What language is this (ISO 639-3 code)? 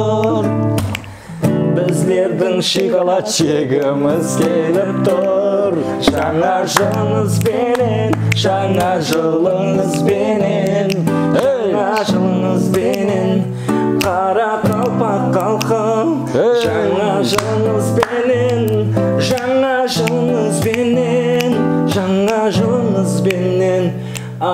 kaa